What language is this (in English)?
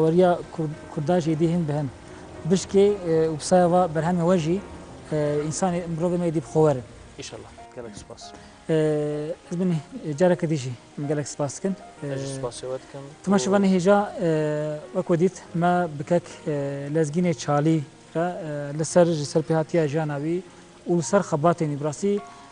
Kurdish